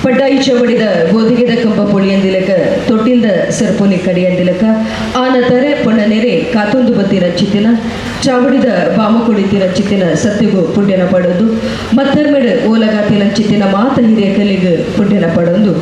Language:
Tulu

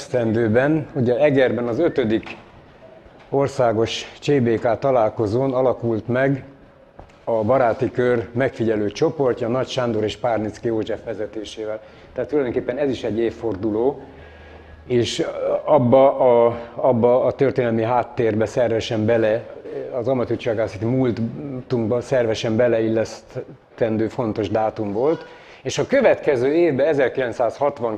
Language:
Hungarian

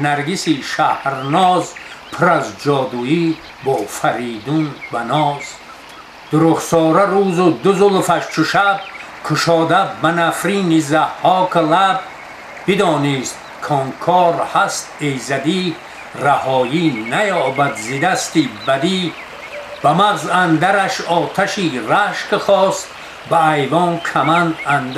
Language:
Tajik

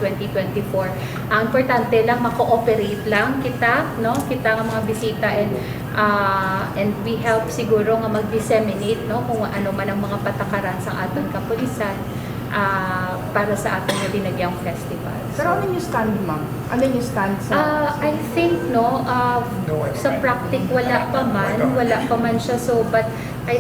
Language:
Hiligaynon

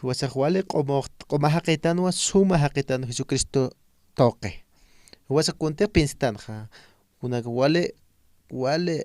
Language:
Aymara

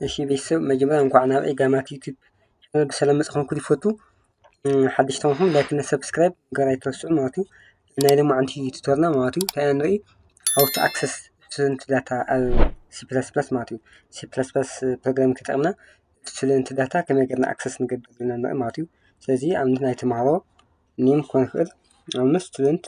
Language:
Tigrinya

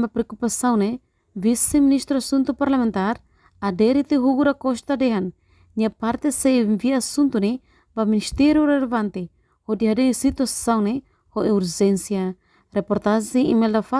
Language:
Tetum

